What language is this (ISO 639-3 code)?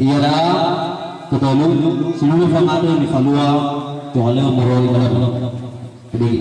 nia